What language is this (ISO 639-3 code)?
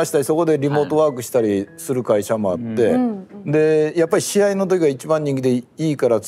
jpn